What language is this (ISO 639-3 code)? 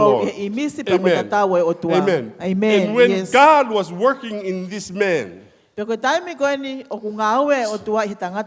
ton